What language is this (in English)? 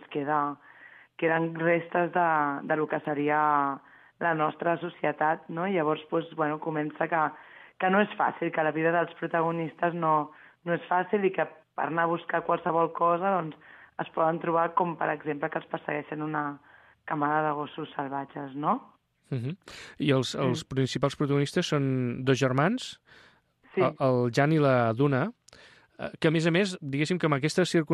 Catalan